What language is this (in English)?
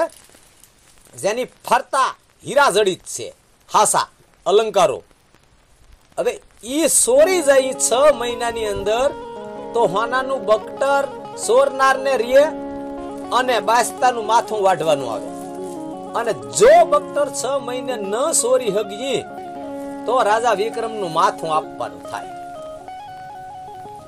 Gujarati